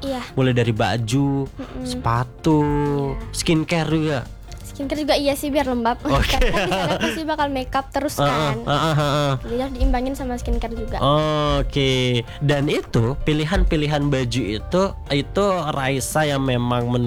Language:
Indonesian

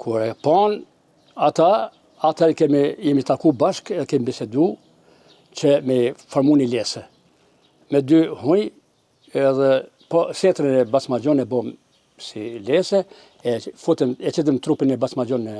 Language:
Albanian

